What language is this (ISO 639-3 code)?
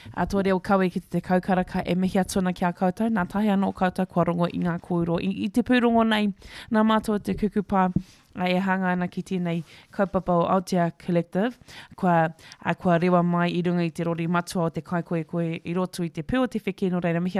mri